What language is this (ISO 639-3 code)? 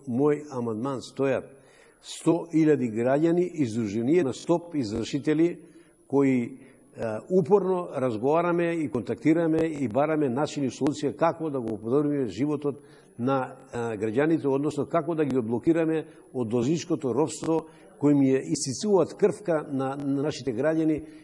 mkd